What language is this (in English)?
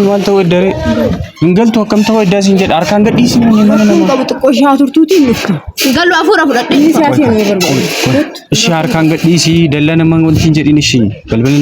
Oromo